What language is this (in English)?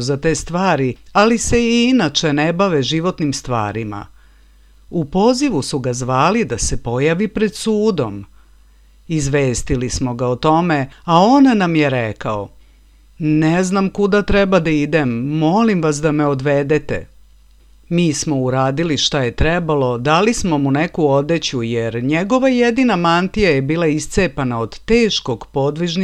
Serbian